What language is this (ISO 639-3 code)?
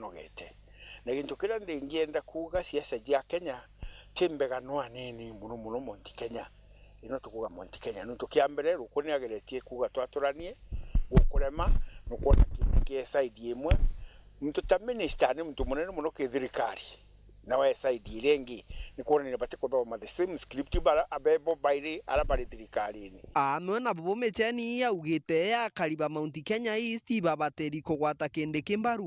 mer